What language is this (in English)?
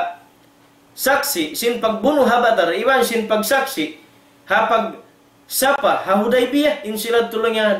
Tausug